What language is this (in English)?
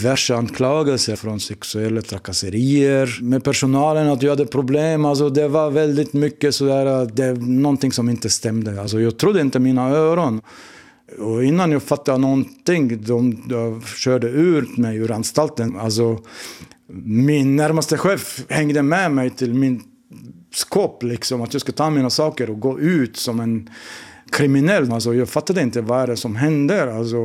Swedish